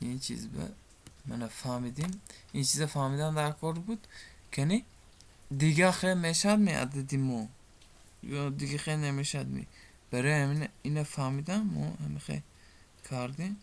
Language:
Tajik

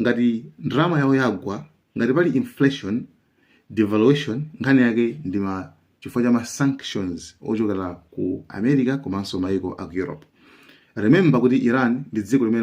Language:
Nyanja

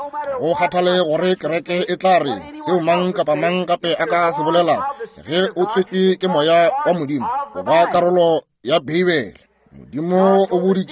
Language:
Northern Sotho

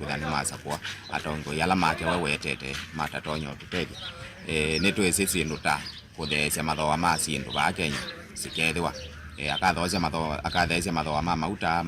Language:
Kamba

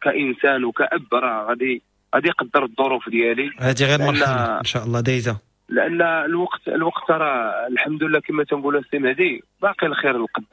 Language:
Moroccan Arabic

